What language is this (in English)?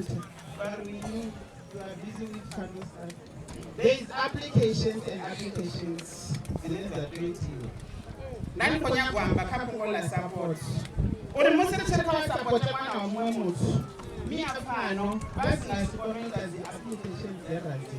Venda